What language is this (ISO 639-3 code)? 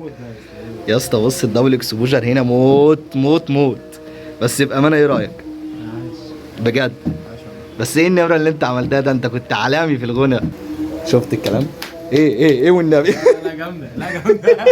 arz